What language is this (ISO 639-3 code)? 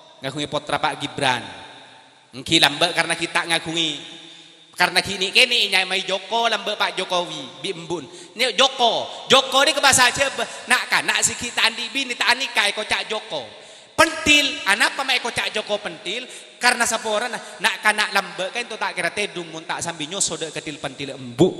mad